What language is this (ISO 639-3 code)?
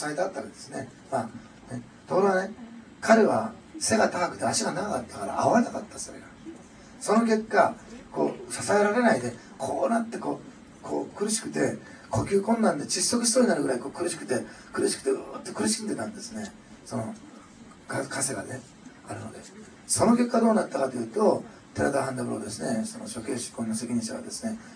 jpn